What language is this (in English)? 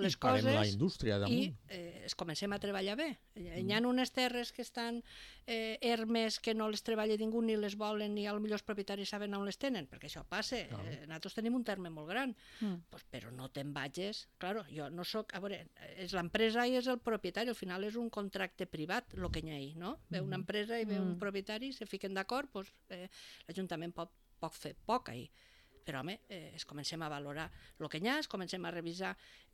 Catalan